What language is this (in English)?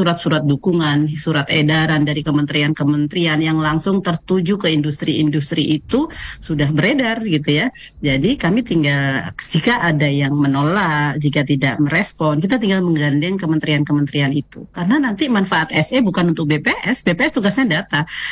Indonesian